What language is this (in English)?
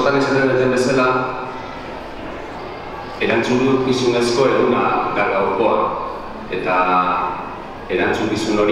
Basque